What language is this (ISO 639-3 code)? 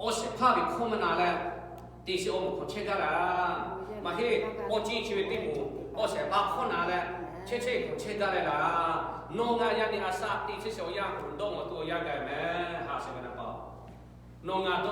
lhu